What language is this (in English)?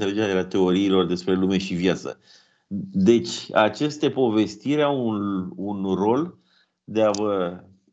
Romanian